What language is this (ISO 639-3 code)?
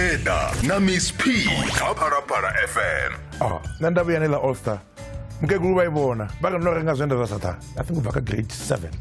ven